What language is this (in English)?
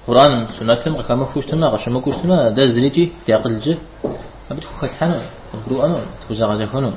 Kabardian